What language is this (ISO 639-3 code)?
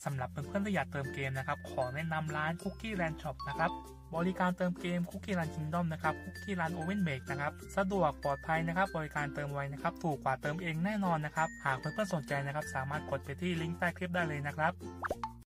tha